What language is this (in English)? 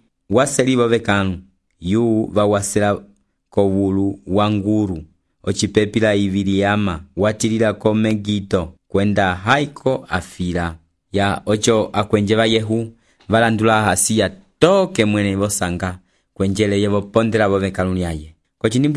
Umbundu